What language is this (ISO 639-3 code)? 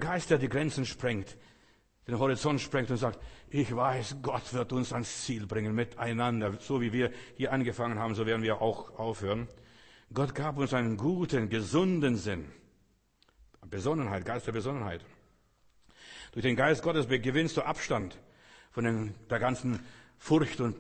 deu